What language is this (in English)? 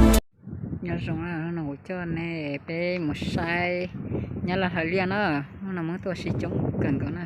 Hmong